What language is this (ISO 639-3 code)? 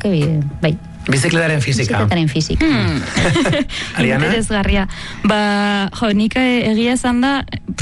eus